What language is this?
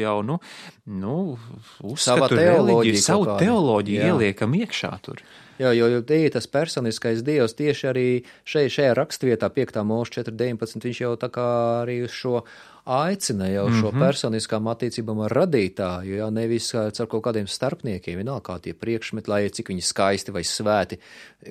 Latvian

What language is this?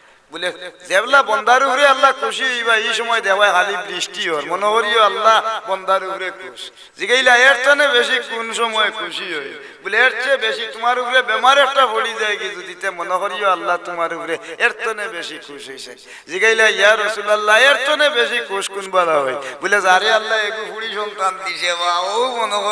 Sylheti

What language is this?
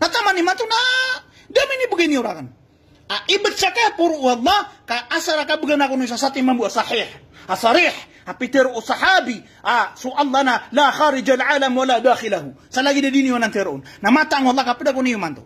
Maranao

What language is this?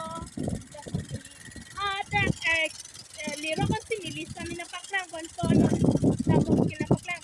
Karbi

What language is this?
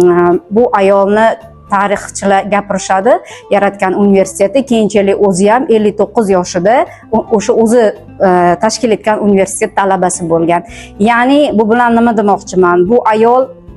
Uzbek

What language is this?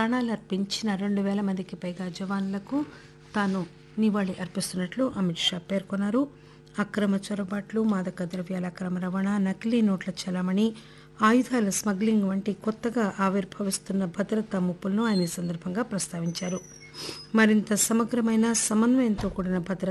Telugu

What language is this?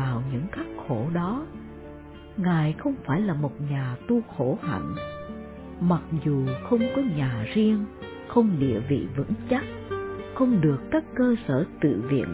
Vietnamese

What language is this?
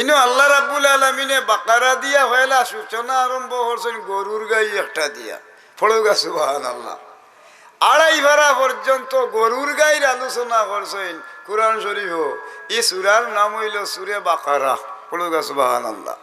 Sylheti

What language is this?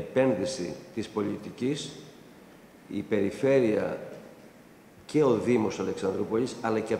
Greek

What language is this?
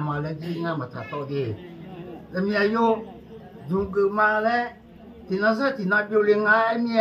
Akha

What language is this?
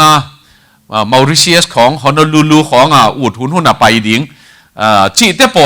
Tedim Chin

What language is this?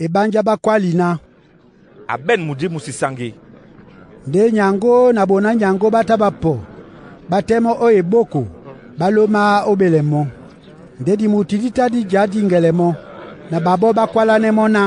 Duala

